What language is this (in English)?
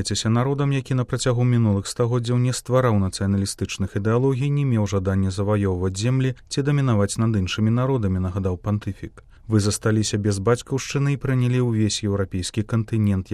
Belarusian